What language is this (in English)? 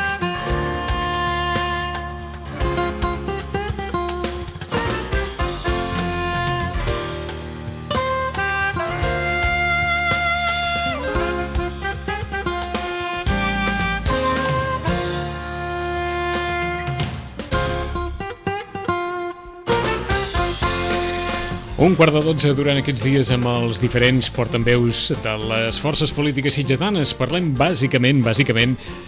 Catalan